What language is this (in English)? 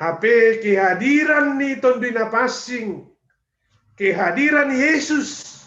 Batak Simalungun